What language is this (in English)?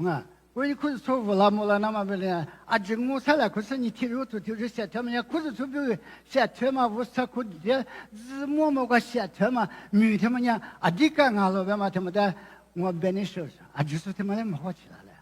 Lisu